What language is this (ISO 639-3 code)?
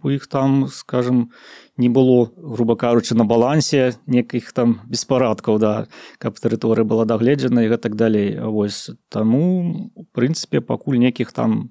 bel